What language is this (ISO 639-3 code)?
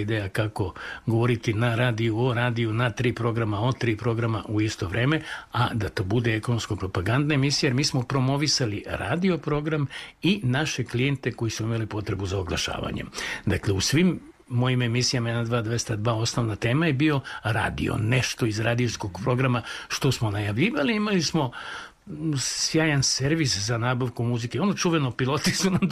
srp